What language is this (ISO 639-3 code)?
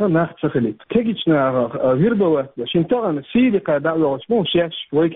che